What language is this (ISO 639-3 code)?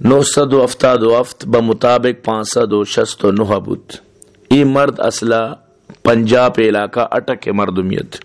bal